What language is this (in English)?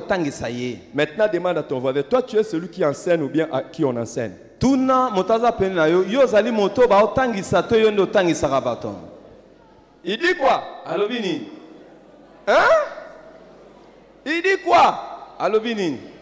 French